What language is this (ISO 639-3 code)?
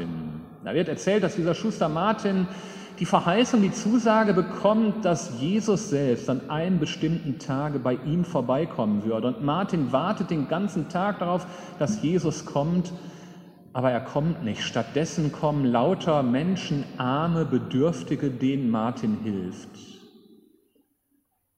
deu